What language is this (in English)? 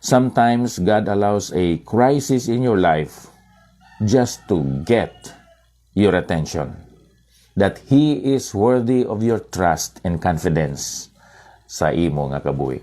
Hiligaynon